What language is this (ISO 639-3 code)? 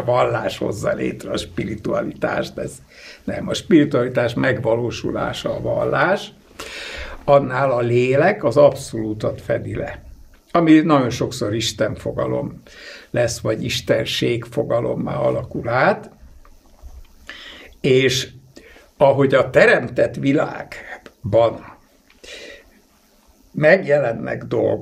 hun